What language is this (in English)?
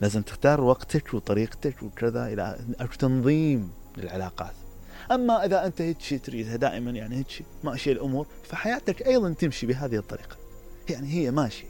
Mesopotamian Arabic